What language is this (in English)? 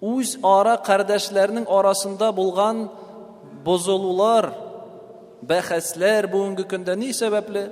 Tatar